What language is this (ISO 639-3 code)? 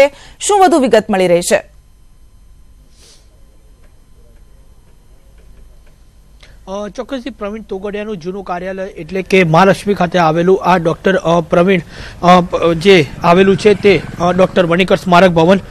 guj